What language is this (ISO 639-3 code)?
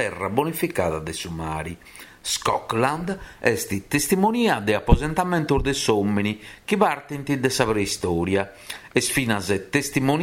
srd